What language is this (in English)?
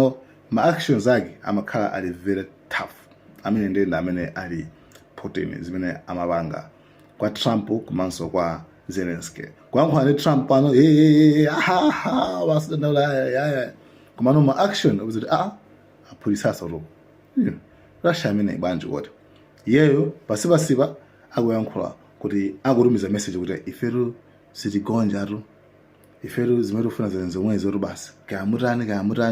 Nyanja